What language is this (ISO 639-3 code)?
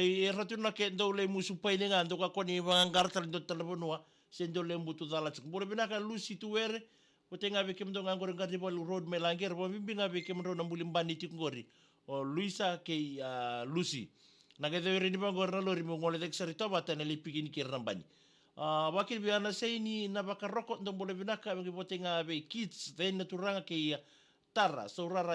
fij